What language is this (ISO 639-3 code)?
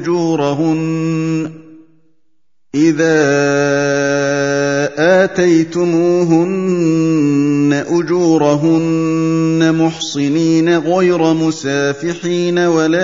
ara